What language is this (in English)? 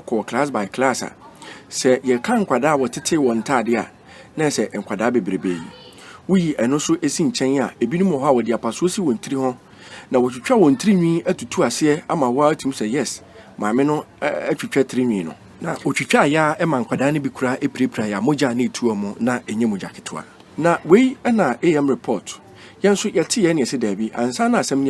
Akan